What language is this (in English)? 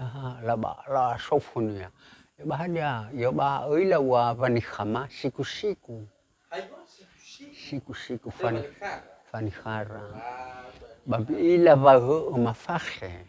Nias